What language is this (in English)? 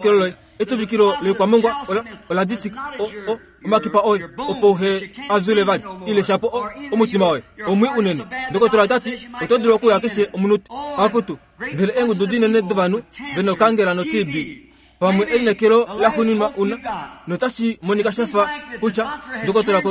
Kuanyama